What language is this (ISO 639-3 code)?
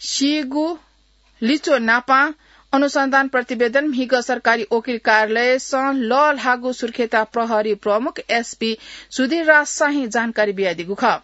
new